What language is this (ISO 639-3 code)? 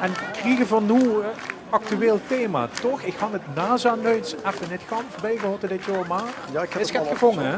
lim